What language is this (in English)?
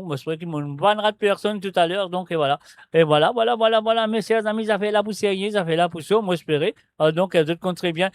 Morisyen